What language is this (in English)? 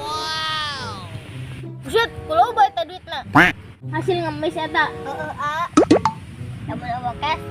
Sundanese